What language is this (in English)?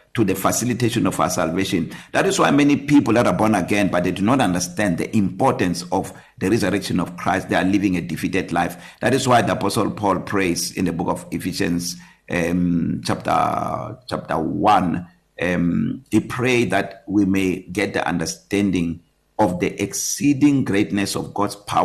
English